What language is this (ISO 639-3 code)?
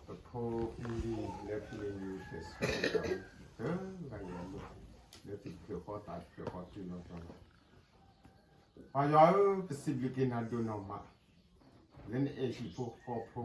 ksw